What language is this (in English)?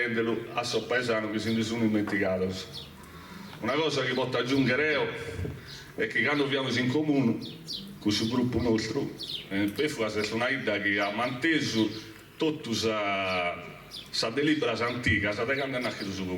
Sardinian